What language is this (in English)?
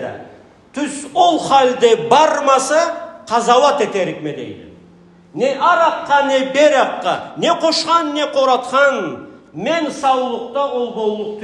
Karachay-Balkar